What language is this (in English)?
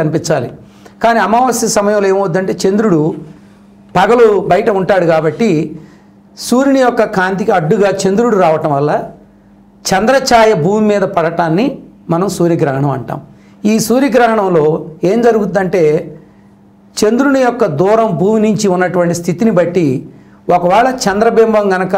Telugu